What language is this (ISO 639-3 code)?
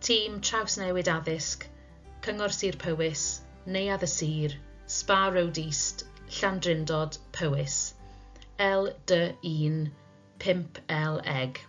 cym